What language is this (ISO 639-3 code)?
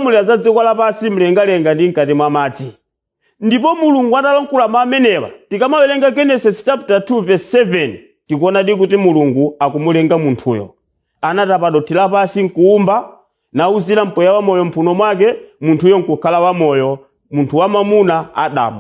nya